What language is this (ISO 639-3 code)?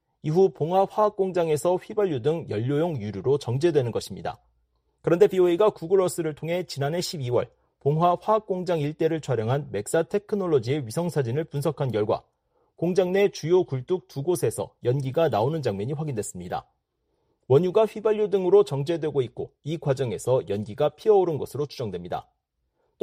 kor